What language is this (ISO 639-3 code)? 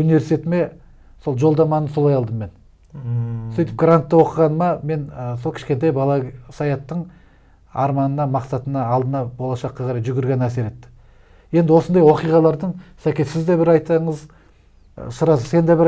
kaz